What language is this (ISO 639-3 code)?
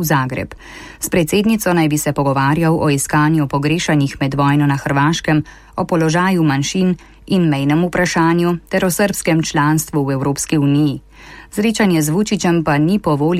slv